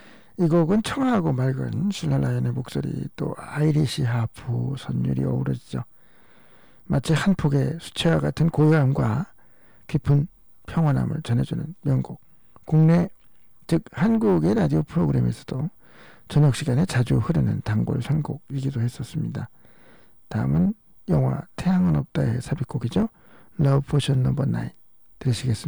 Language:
Korean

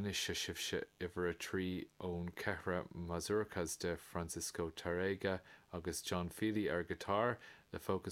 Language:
Irish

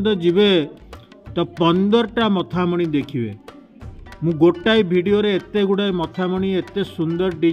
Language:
Odia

